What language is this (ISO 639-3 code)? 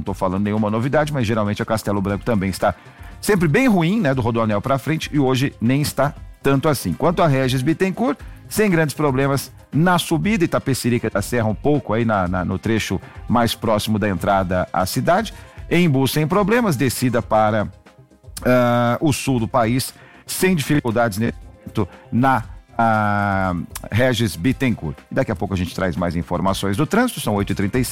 por